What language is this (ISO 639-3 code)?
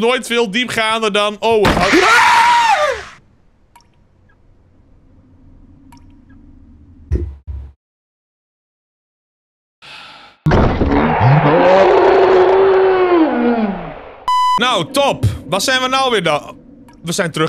nld